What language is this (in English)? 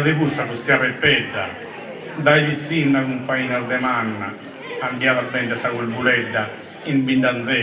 Sardinian